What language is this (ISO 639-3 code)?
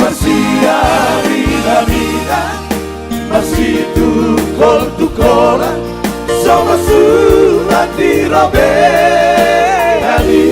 bbc